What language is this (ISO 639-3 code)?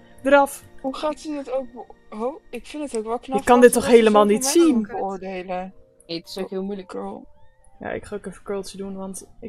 nld